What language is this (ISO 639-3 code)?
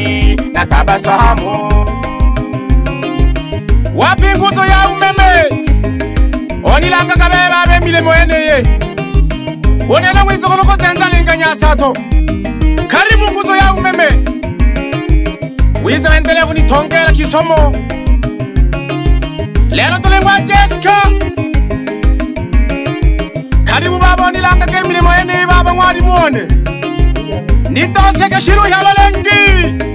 swa